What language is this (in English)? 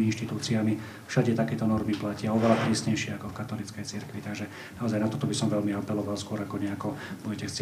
Slovak